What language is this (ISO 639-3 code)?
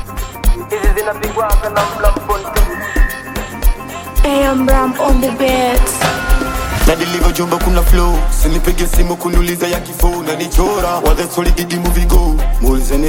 swa